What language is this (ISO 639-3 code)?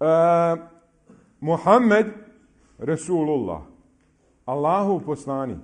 bos